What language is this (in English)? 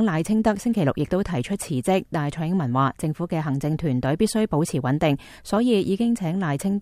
Cantonese